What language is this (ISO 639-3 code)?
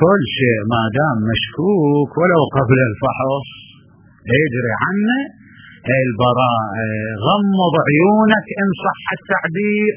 acm